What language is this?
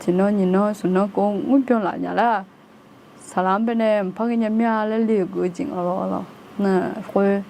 Akha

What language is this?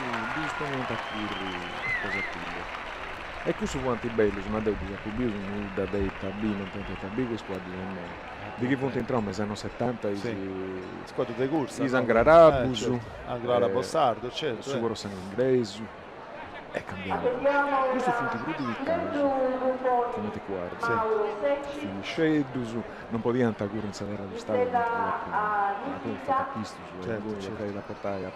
Sardinian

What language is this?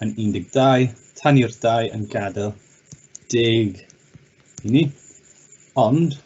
Welsh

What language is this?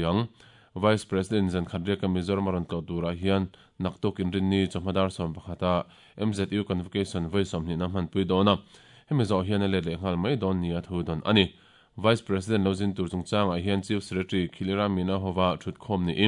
Mizo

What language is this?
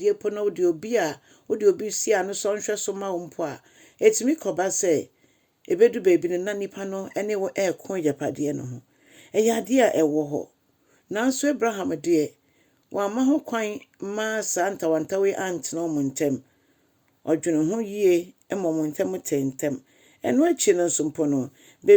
Akan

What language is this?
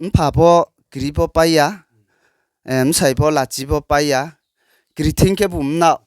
Riang (India)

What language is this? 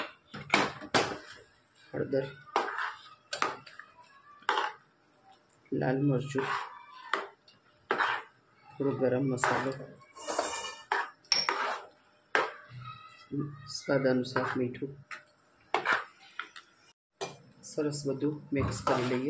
Gujarati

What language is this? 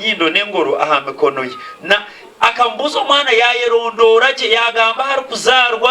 Nyankole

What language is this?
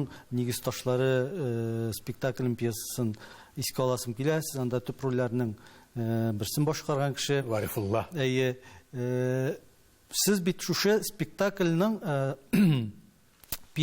Tatar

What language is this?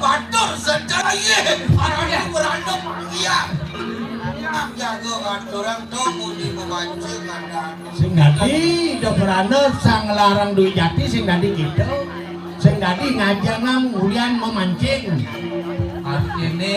Balinese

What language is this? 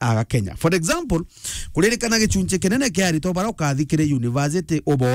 Meru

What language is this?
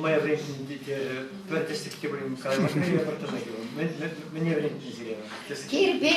Chuvash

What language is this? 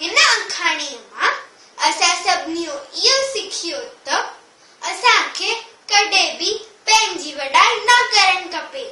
Sindhi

